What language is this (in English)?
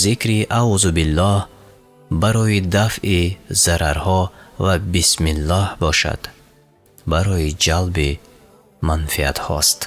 Tajik